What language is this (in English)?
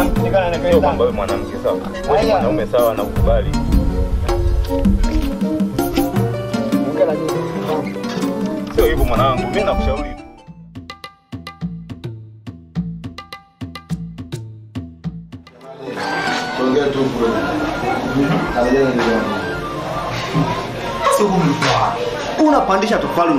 Swahili